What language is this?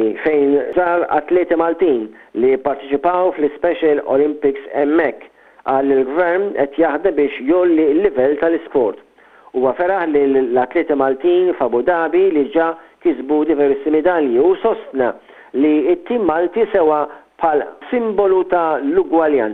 Maltese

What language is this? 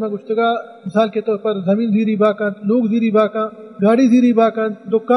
Baluchi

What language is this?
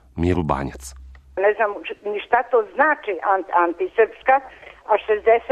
Serbian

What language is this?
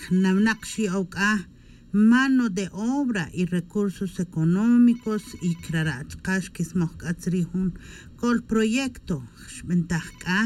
Tz'utujil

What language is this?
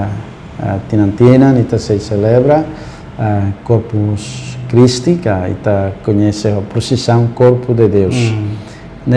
Tetum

